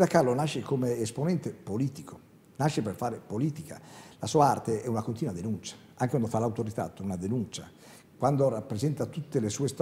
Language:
Italian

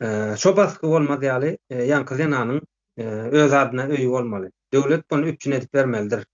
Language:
Turkmen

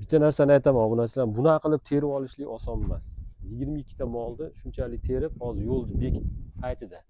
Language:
Uzbek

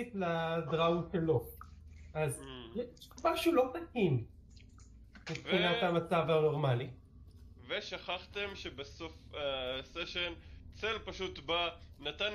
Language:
Hebrew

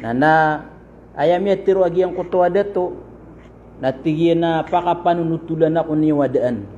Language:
Maranao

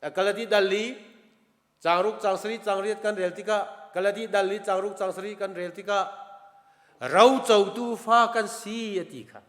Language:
Hakha Chin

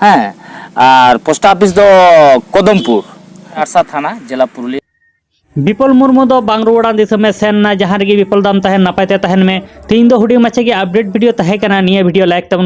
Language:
Santali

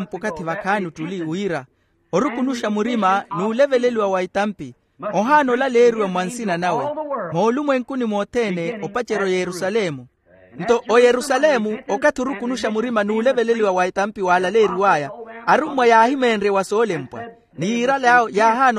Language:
Makhuwa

